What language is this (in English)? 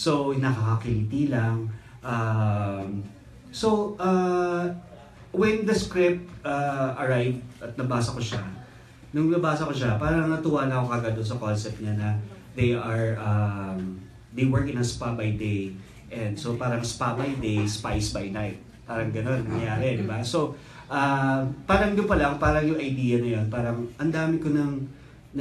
Filipino